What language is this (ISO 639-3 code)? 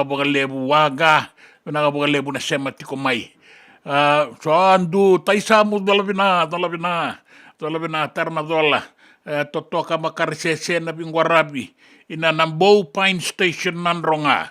fij